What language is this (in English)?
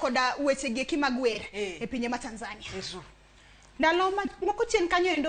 Luo (Kenya and Tanzania)